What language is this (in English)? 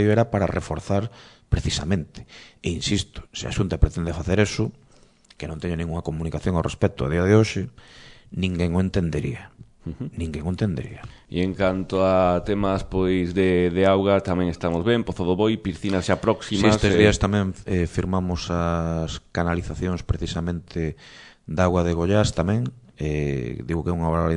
Galician